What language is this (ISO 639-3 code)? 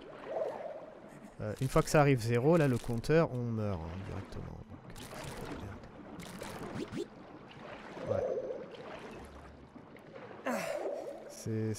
fra